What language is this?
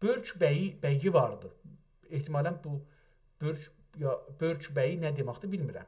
South Azerbaijani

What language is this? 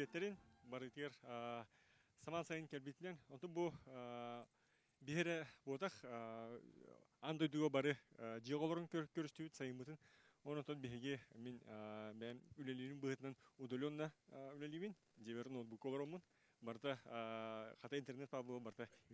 Yakut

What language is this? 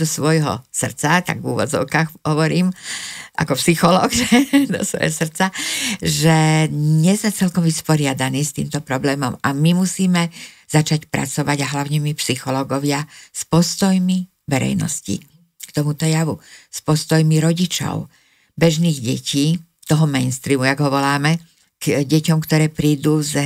Slovak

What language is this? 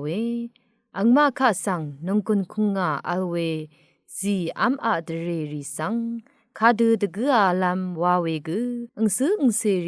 Rawang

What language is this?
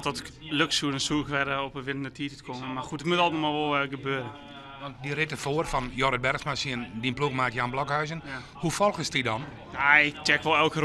Western Frisian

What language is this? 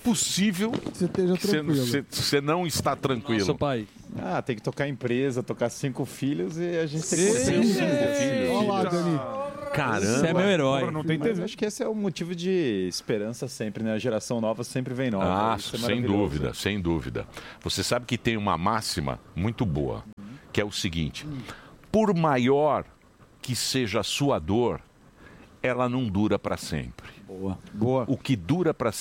Portuguese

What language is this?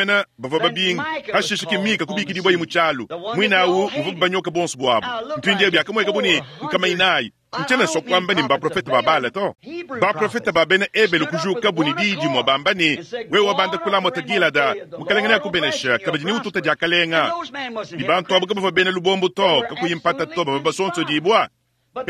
Luba-Lulua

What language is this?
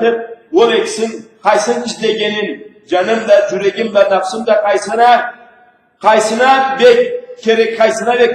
Karachay-Balkar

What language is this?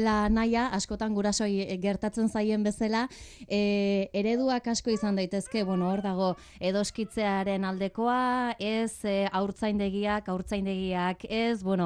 Basque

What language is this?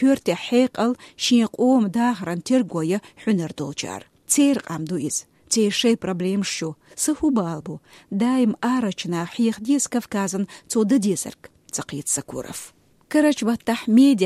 Chechen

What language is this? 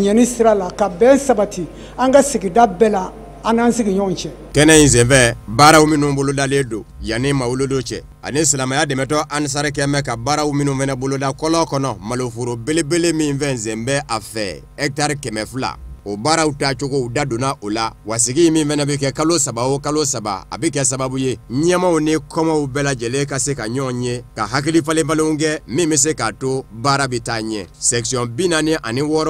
Bambara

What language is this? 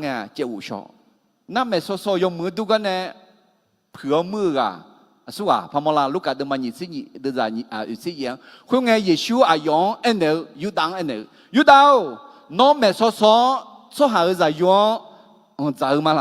Akha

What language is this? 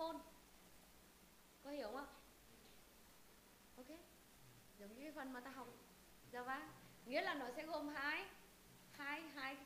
Vietnamese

